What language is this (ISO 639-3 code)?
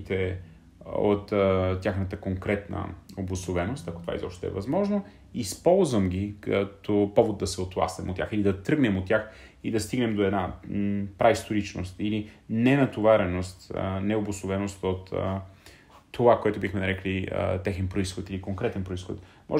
bul